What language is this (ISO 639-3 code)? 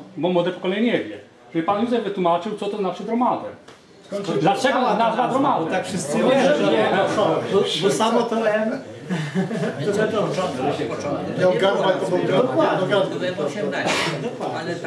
pol